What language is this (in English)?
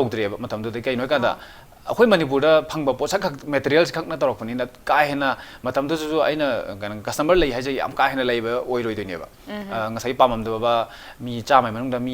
Manipuri